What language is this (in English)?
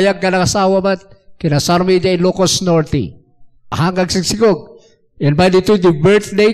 Iloko